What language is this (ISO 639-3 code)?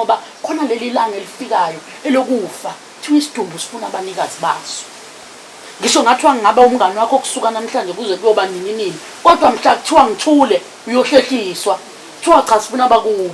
zul